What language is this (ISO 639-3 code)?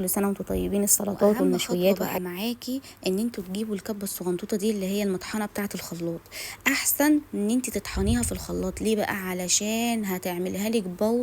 arz